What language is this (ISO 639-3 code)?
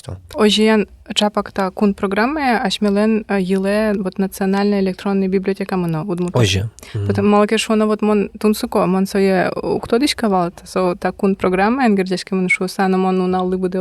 udm